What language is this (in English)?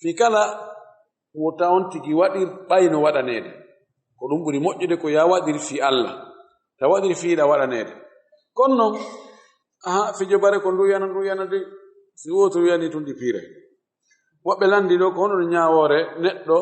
Fula